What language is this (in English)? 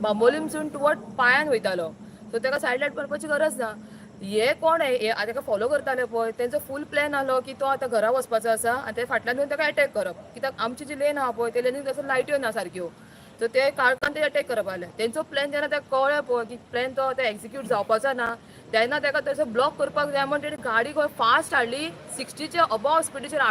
Konkani